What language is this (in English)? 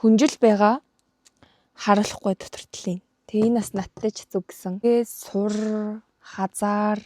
Mongolian